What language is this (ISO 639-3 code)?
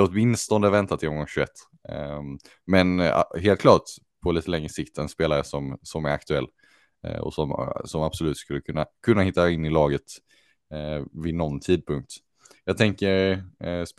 swe